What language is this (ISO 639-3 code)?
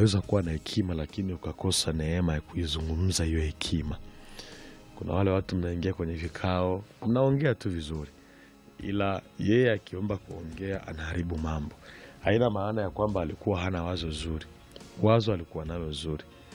swa